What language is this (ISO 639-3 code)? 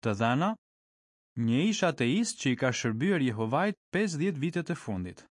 sqi